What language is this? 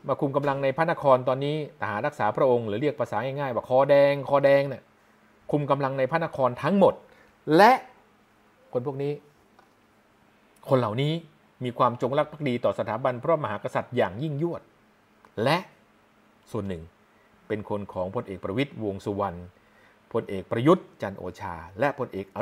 Thai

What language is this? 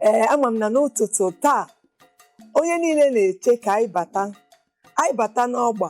Igbo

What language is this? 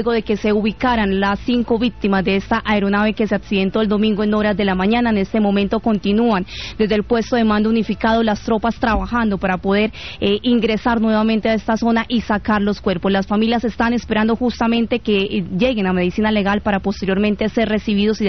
Spanish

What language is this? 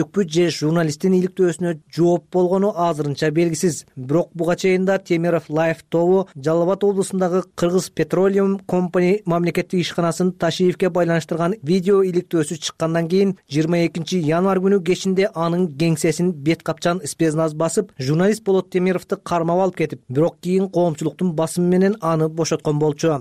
Kyrgyz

